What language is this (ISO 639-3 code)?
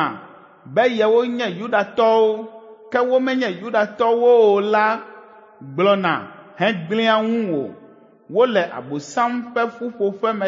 ewe